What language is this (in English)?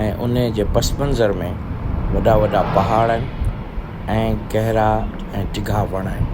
Sindhi